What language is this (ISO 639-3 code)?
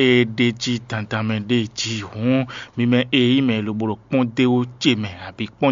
fon